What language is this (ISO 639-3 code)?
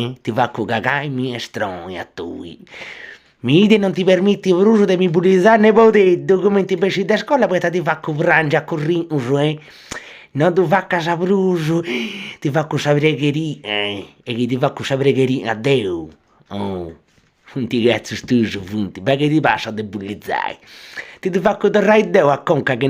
srd